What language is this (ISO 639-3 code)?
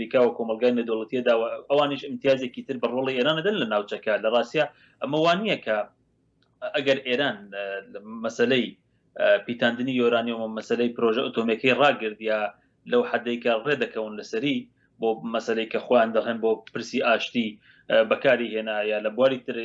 ckb